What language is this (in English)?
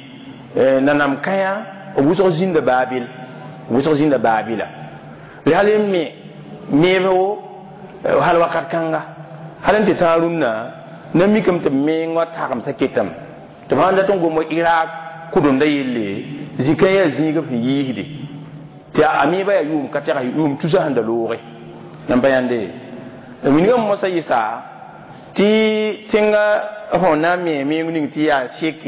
Mossi